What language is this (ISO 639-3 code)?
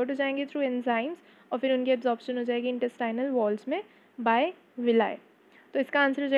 hin